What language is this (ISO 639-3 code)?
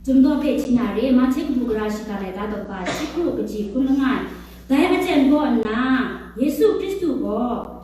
kac